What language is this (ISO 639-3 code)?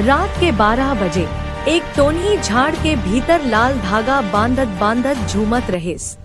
hne